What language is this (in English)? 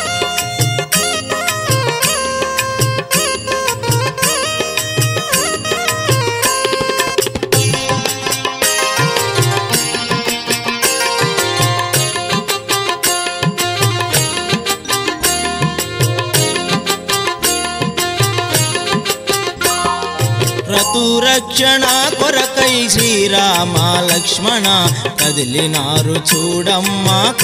Telugu